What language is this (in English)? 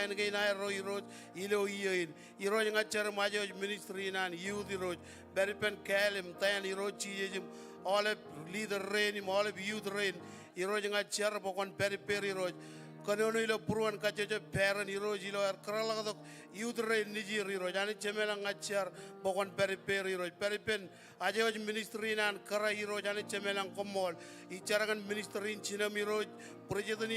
Marshallese